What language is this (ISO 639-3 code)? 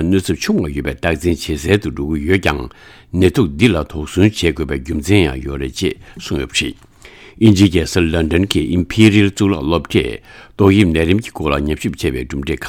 bod